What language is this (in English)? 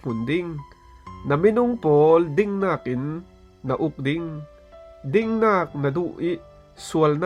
Falam Chin